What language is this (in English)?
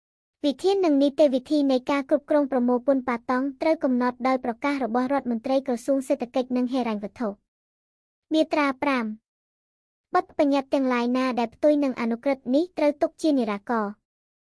Khmer